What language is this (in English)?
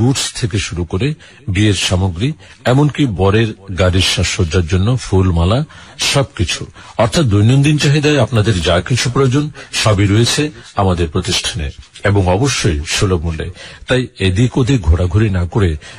Bangla